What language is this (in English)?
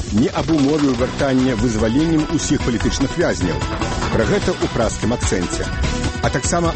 Belarusian